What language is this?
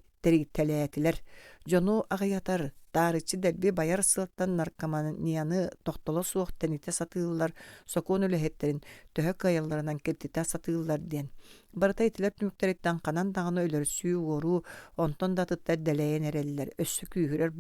Yakut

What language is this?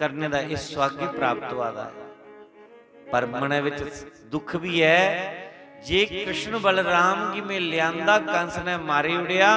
Dogri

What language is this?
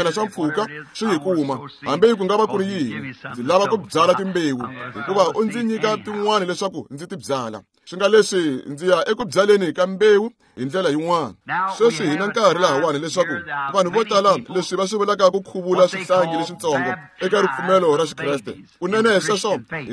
Tsonga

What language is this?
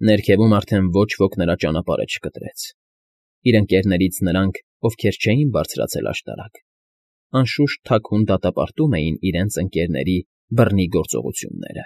Armenian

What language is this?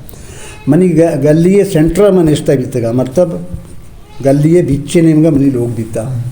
Eastern Balochi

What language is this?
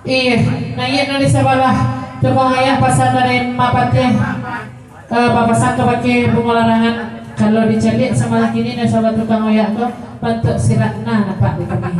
Minangkabau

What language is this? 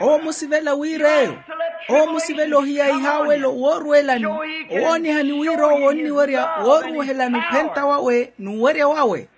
Makhuwa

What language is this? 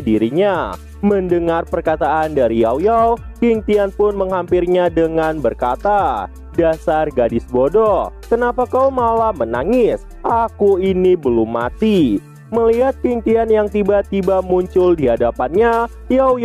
Indonesian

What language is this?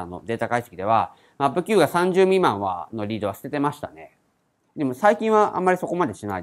Japanese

